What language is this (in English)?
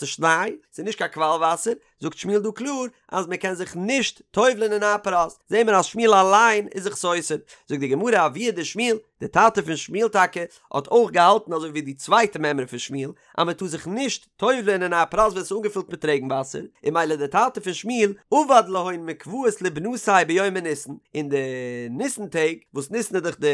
Yiddish